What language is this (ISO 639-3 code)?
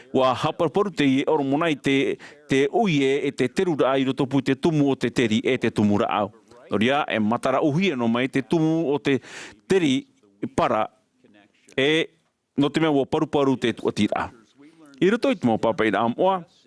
tah